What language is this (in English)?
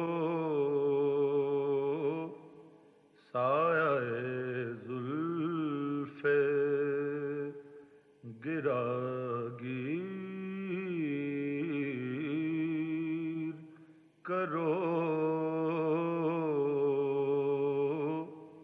Urdu